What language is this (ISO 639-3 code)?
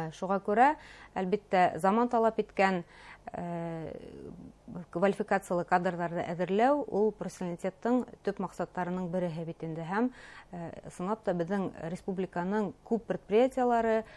bak